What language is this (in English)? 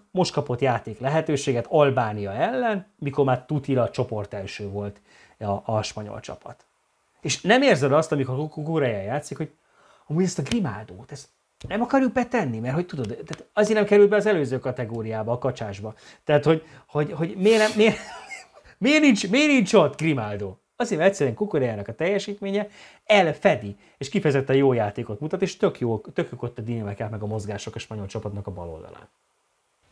Hungarian